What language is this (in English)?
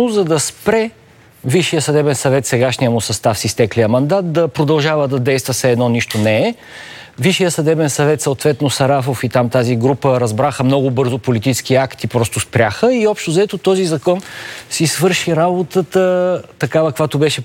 Bulgarian